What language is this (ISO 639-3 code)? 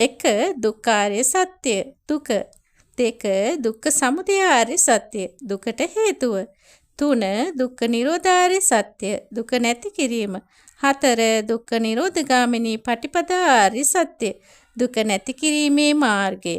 sin